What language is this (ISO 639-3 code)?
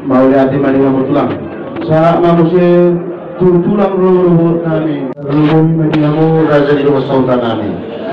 bbc